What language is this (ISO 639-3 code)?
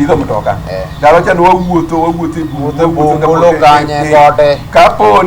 luo